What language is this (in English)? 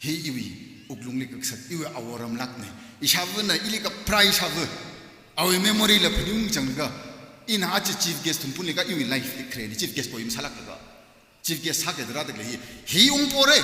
Tangkhul Naga (India)